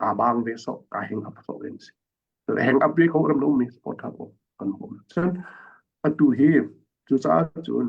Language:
Hakha Chin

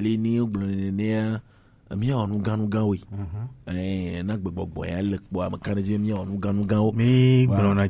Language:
Gen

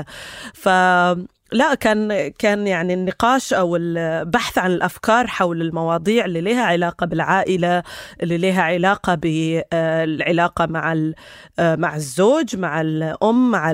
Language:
North Levantine Arabic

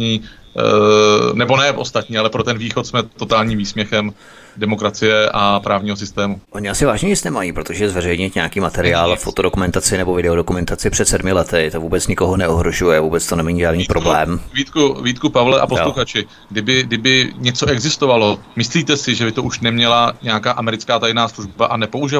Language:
Czech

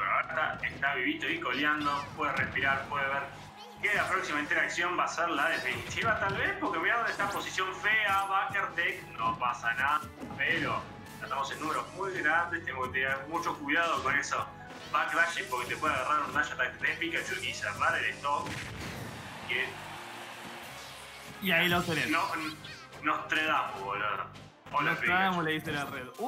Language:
Spanish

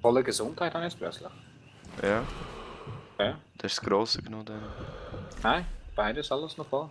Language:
Swiss German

